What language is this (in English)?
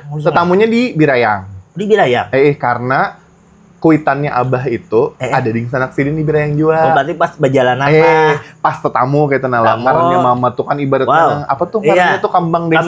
Banjar